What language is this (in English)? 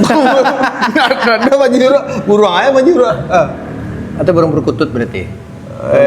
Minangkabau